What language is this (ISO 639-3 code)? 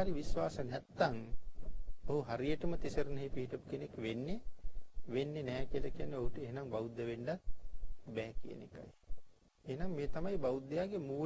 sin